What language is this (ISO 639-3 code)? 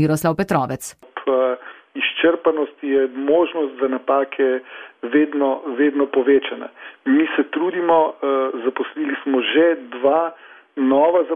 slv